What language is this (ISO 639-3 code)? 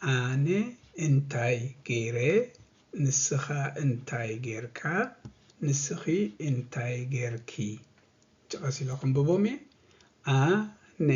tir